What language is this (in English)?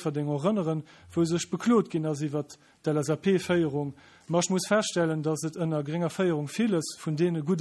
Luxembourgish